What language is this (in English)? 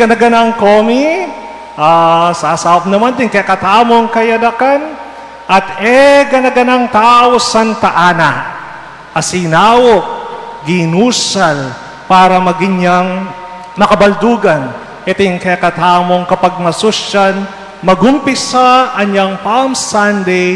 Pampanga